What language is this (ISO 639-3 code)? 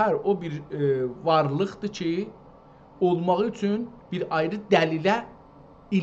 azb